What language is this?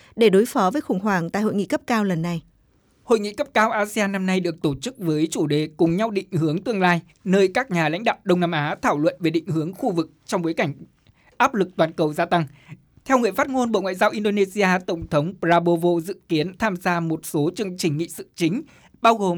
Vietnamese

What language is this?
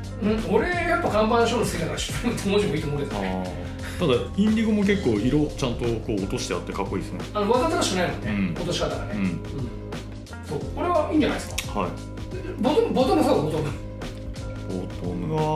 Japanese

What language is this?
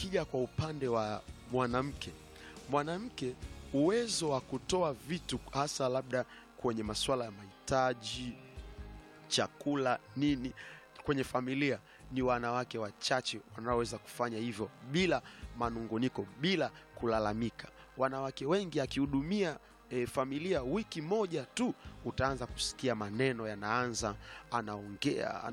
Swahili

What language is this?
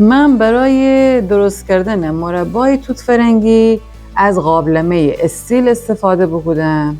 Gilaki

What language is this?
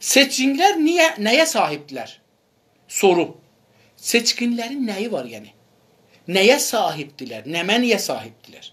South Azerbaijani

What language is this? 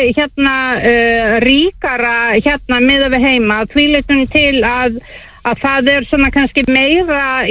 Icelandic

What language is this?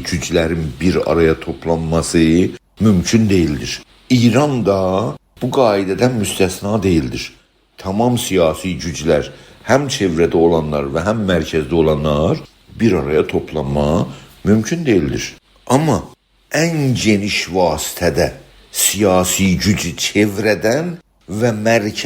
South Azerbaijani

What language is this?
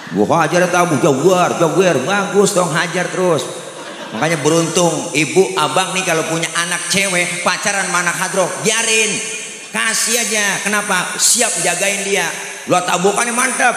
Betawi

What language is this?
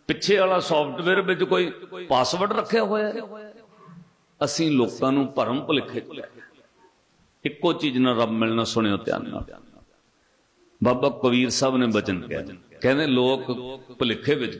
Punjabi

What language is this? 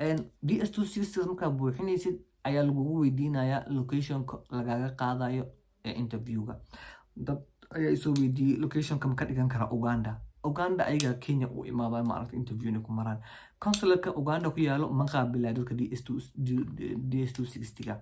Somali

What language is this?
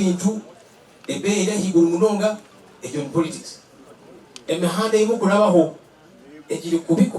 Nyankole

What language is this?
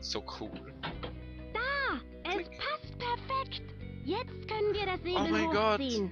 Swiss German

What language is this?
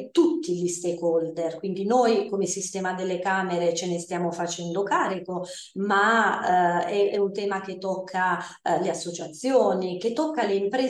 Italian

